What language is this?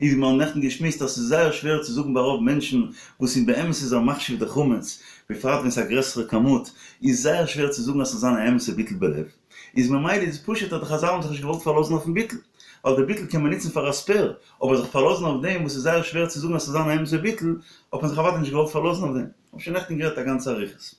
Yiddish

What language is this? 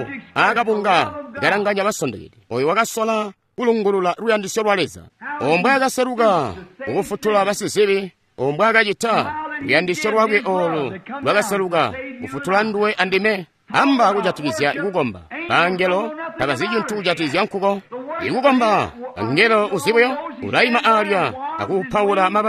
Tonga (Zambia)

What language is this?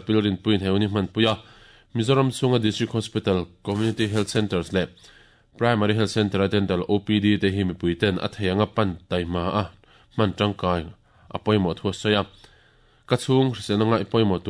Mizo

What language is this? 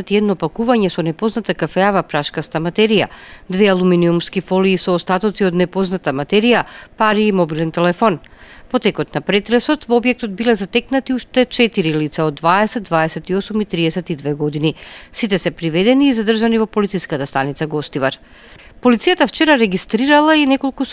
Macedonian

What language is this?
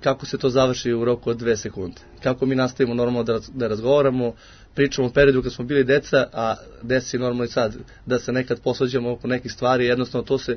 Serbian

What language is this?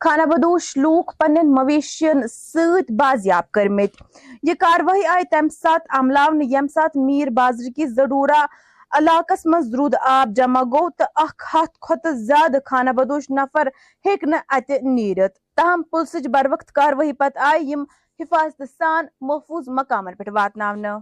Kashmiri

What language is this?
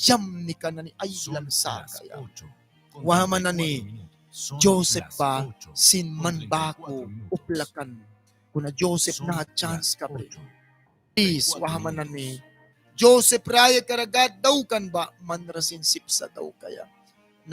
Mískito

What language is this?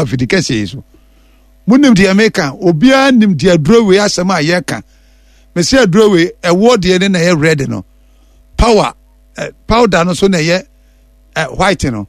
Akan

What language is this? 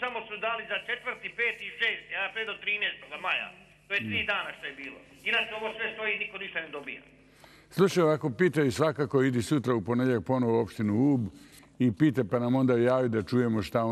Serbian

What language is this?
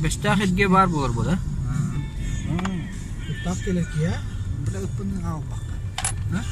Yakut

